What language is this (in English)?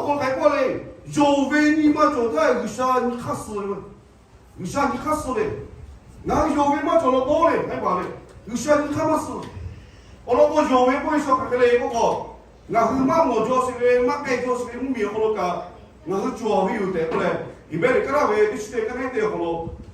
Lahu